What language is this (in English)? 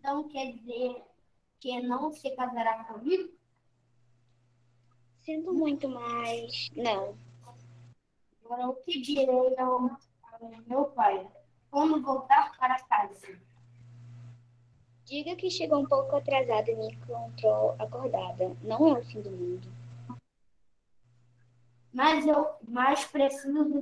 Portuguese